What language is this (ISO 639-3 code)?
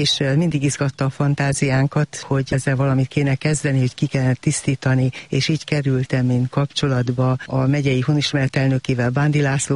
hun